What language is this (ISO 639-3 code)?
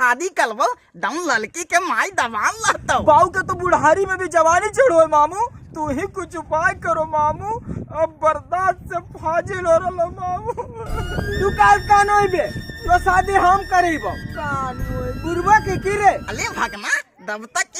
mag